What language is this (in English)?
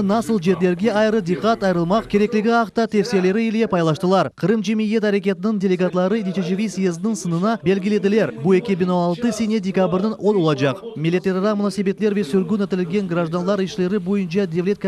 Crimean Tatar